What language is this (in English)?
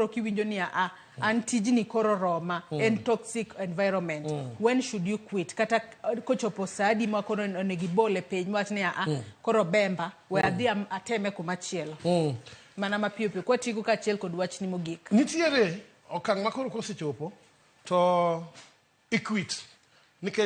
Luo (Kenya and Tanzania)